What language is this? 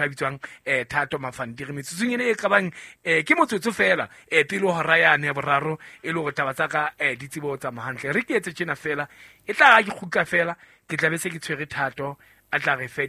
Southern Sotho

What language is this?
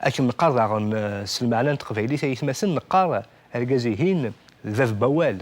Kabyle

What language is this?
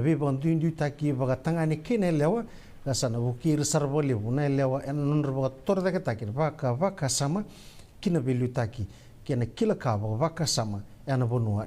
Fijian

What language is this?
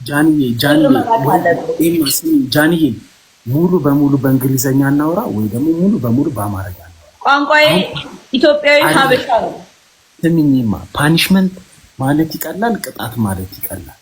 Amharic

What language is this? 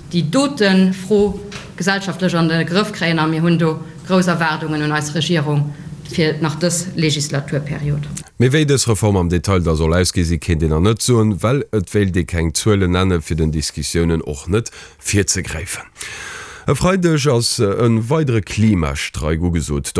Luxembourgish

